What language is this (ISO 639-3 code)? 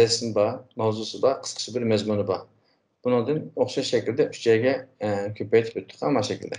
uig